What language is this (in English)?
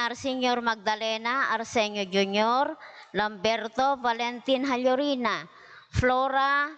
Iloko